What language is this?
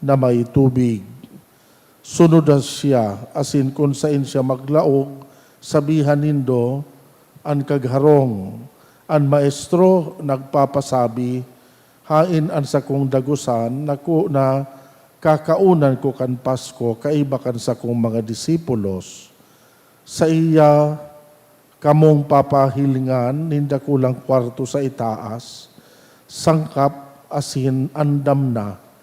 Bikol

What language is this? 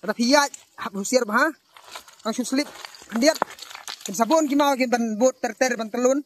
Khasi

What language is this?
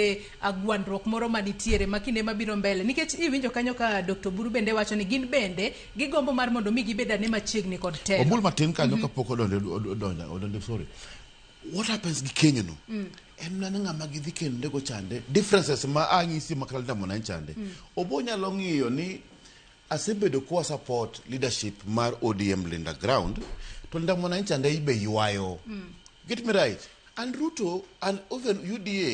Luo (Kenya and Tanzania)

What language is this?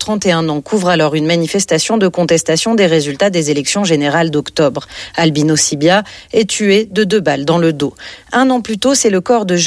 French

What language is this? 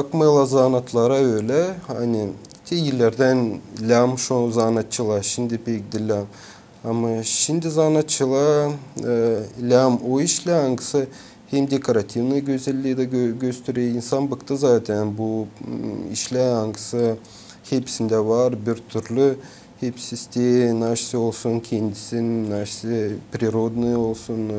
Gagauz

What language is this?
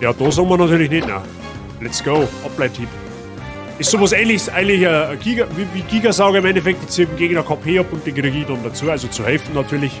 Bavarian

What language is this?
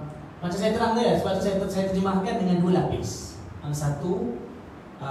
Malay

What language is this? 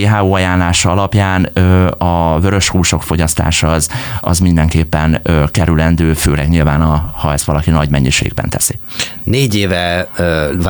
Hungarian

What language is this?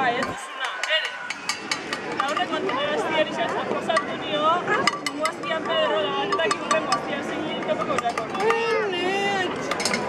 Basque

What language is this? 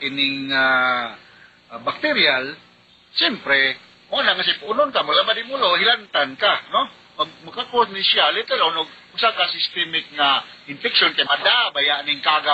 Cebuano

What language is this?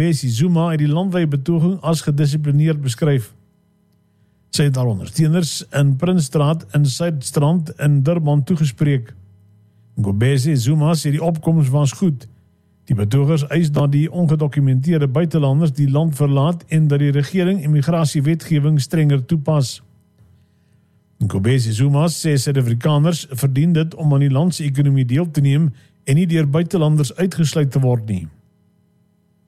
Afrikaans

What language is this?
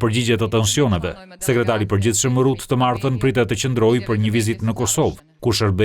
Albanian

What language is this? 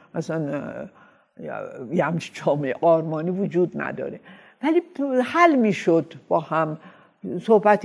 Persian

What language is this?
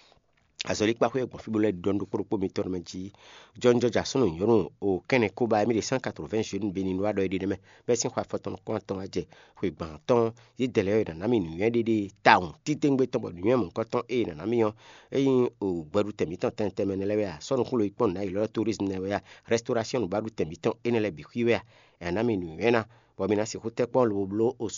Fon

